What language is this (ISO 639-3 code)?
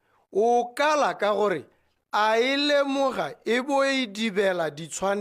tsn